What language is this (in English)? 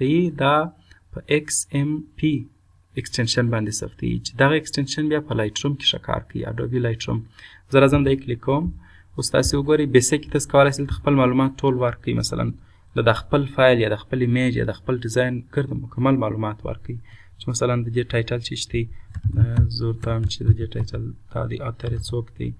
Pashto